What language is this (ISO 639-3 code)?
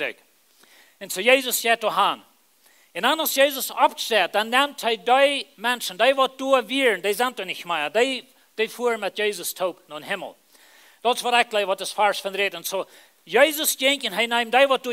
pdt